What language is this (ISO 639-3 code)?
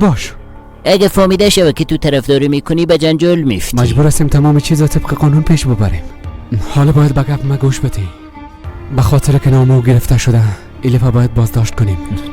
fas